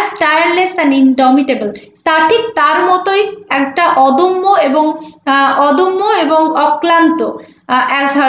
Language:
Bangla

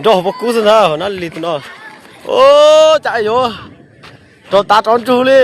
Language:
Hmong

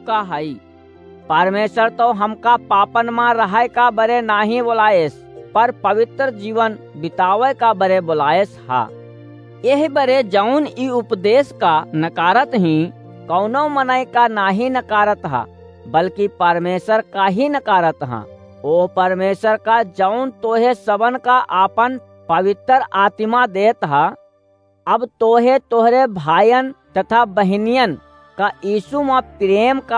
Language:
Awadhi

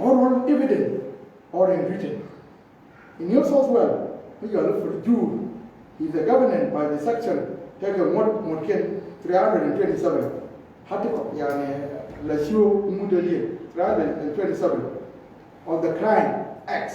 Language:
Nuer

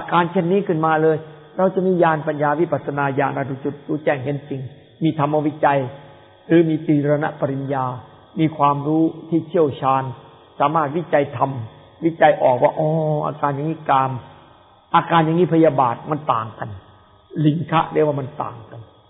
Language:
Thai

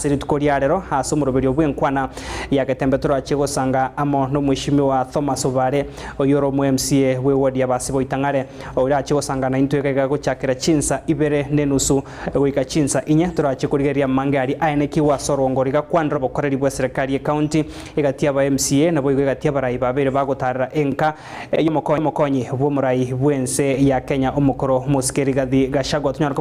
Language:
Gusii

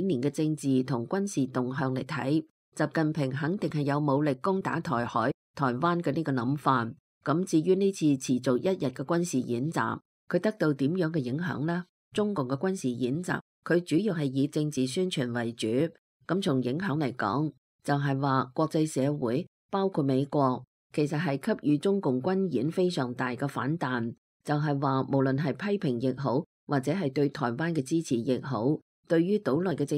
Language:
Cantonese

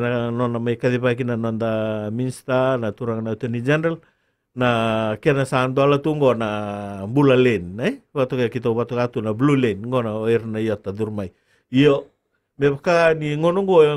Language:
Fijian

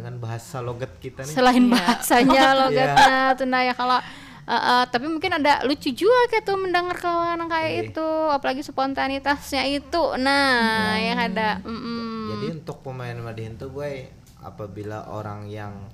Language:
Banjar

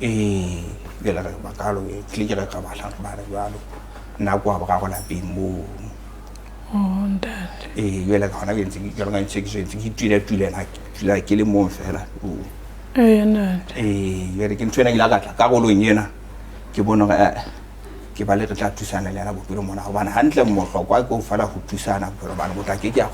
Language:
Southern Sotho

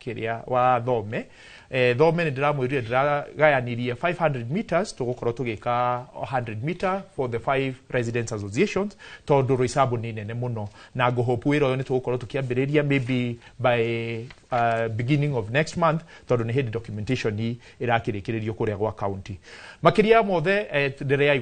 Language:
Kikuyu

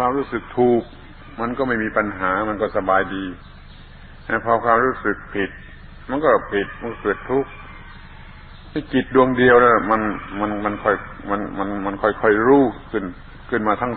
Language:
Thai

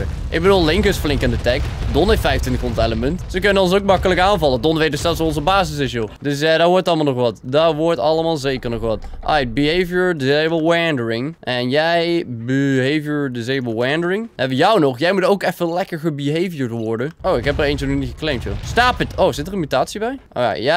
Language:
Dutch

